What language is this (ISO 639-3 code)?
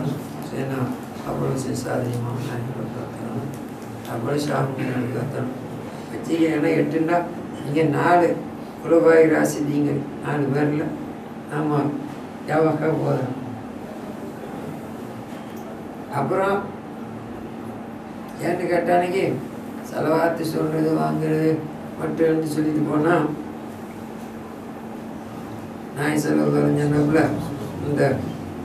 tam